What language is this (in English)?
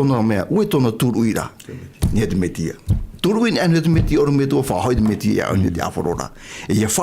Tahitian